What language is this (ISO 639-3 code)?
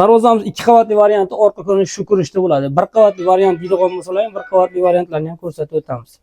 uzb